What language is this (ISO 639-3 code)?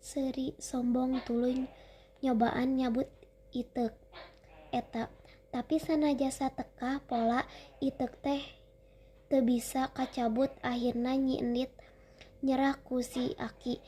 sun